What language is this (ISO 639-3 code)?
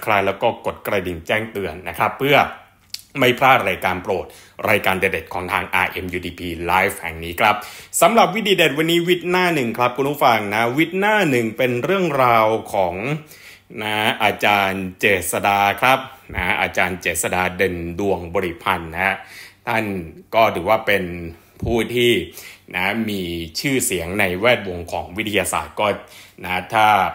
tha